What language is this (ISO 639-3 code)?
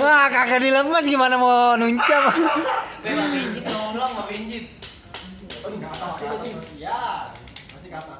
bew